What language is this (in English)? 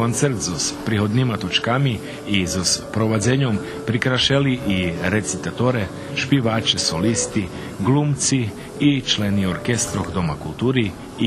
Rusyn